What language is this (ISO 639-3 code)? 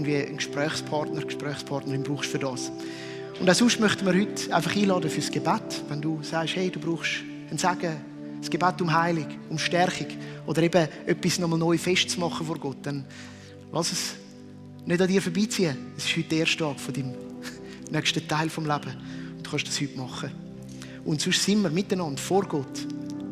gsw